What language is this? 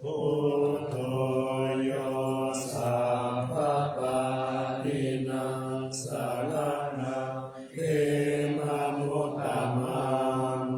Pali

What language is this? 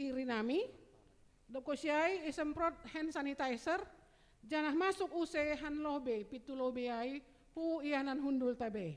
Batak Simalungun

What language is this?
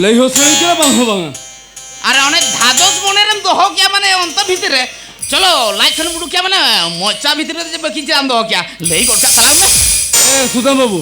Santali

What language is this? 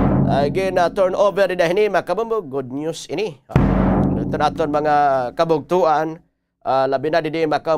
Waray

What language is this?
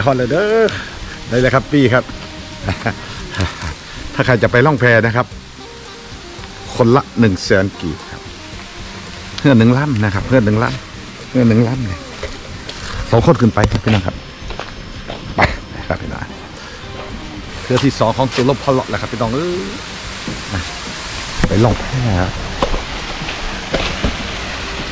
Thai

